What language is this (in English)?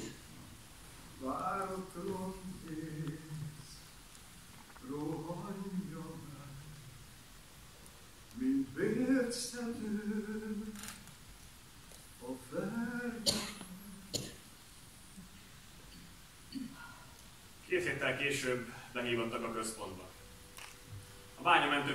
Hungarian